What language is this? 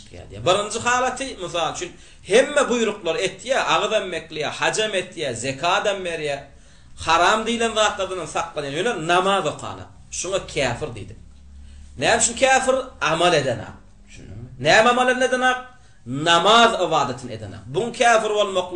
Turkmen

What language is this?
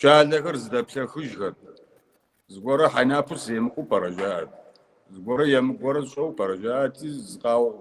Kabardian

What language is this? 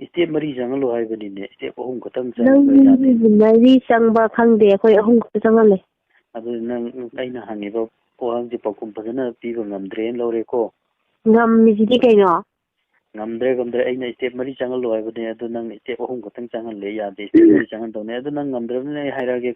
Manipuri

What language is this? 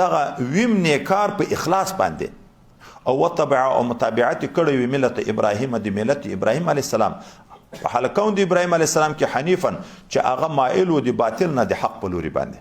Pashto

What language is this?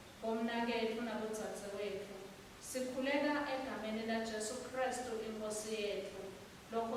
Swati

